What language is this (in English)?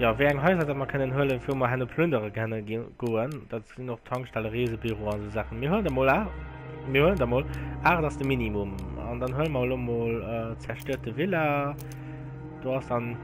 Luxembourgish